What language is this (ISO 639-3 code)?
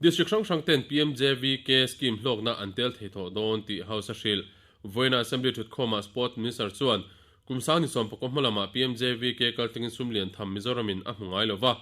lus